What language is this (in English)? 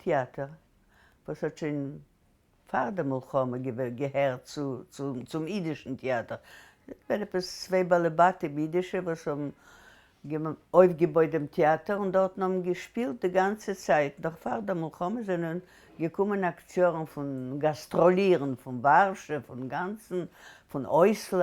Yiddish